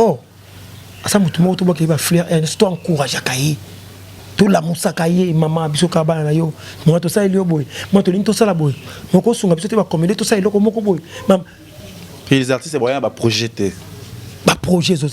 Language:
Lingala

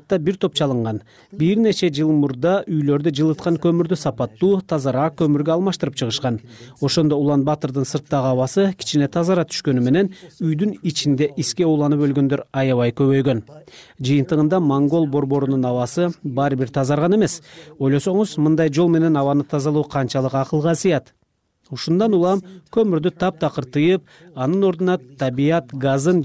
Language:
Kyrgyz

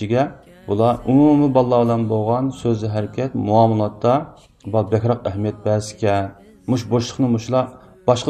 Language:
Uyghur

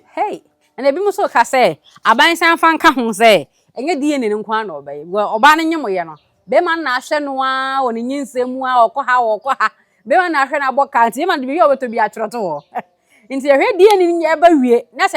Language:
Akan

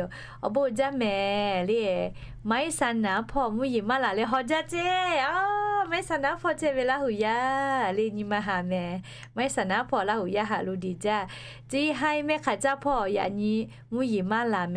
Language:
Lahu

